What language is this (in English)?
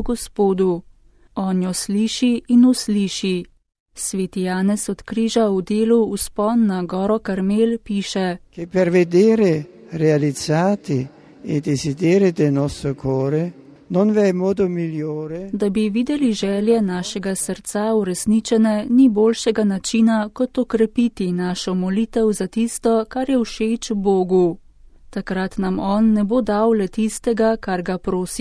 Slovenian